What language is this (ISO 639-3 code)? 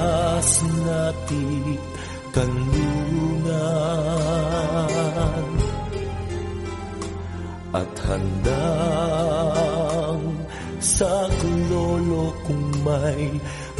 fil